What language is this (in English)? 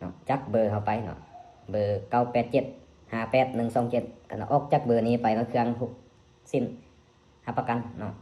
Lao